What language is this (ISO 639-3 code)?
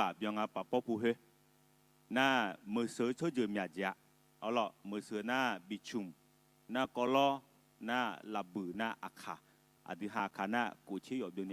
ahk